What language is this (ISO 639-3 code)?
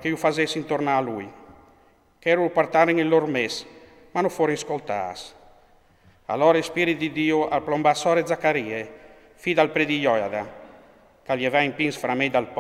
fur